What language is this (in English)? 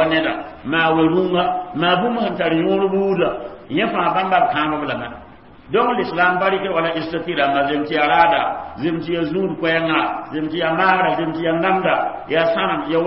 Mossi